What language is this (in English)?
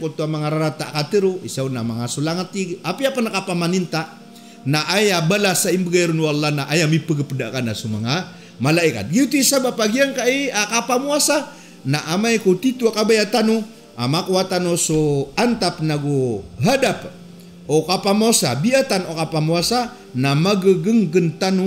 Maranao